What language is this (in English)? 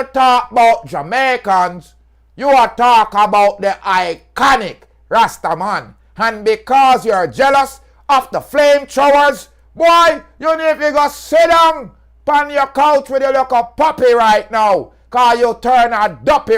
Jamaican Creole English